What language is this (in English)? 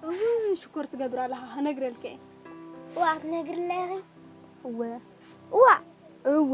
Tigrinya